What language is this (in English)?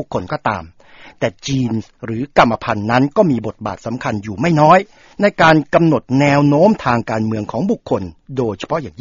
Thai